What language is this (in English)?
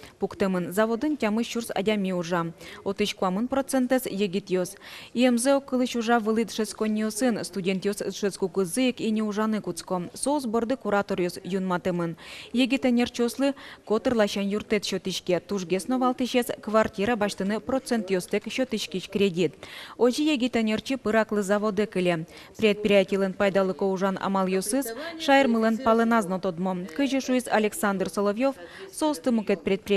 Udmurt